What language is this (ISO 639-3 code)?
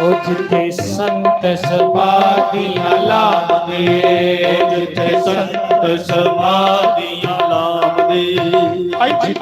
doi